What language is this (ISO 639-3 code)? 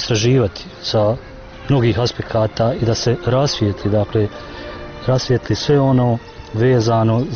bos